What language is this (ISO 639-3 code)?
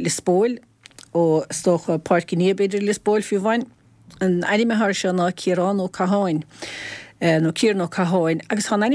gle